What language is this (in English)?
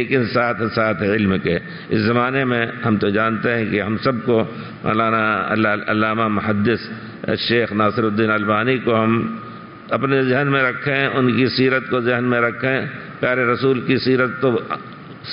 Urdu